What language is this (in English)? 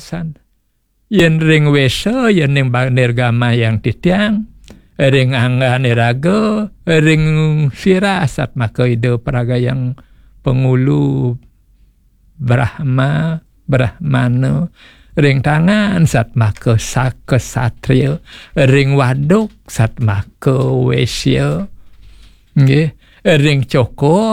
Balinese